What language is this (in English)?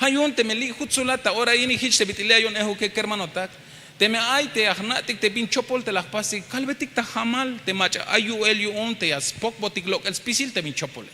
Tzeltal